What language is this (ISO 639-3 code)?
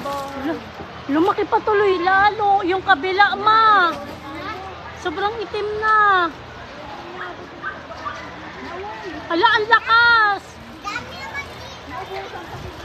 fil